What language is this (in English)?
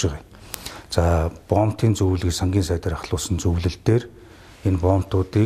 Mongolian